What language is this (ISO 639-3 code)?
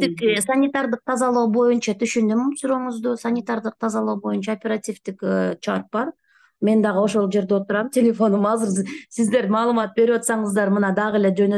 kir